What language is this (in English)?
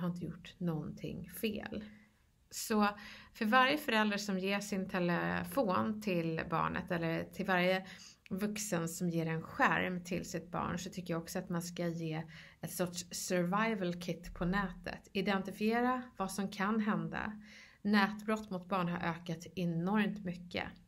Swedish